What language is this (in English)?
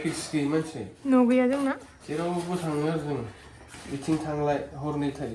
Bodo